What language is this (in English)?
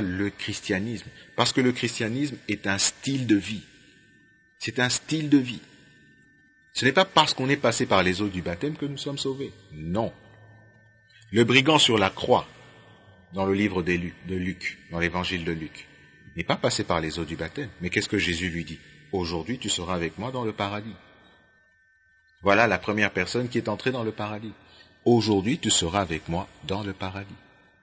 French